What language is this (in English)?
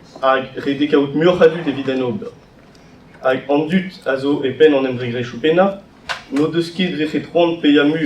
Breton